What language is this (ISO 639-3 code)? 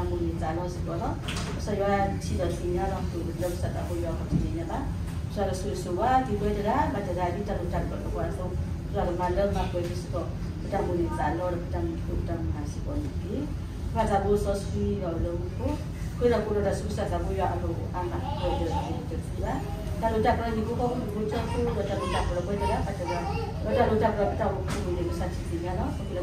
ksw